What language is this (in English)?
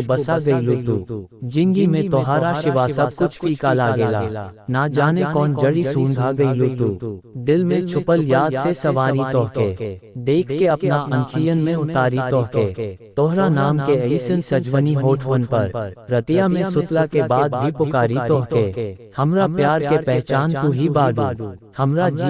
Bhojpuri